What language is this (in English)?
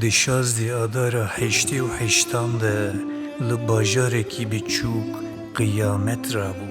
Kurdish